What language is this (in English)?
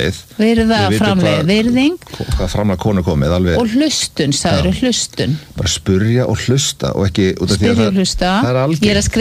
Icelandic